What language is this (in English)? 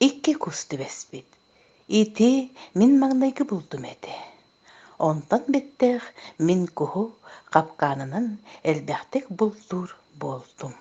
Yakut